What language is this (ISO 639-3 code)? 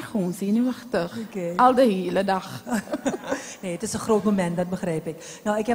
nld